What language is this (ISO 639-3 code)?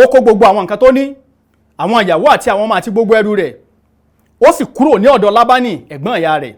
yor